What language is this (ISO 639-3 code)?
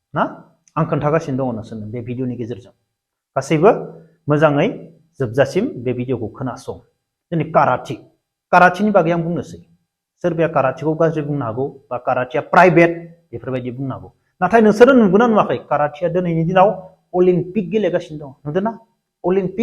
brx